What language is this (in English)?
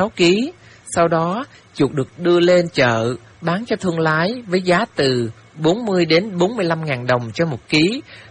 Vietnamese